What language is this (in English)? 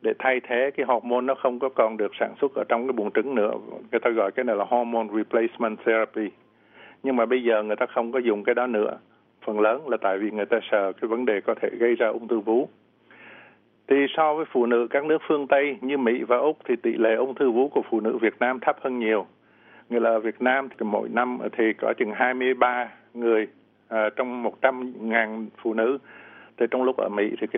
Vietnamese